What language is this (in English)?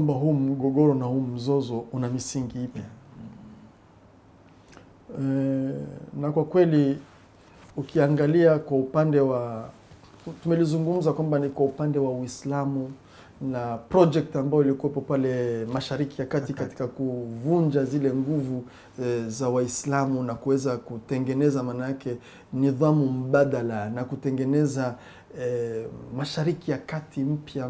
Swahili